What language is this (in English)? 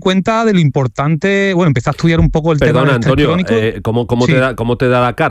Spanish